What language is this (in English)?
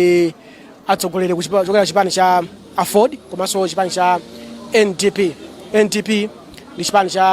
Nyanja